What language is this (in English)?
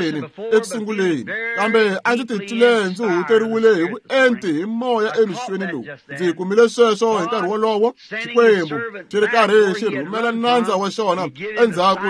Tsonga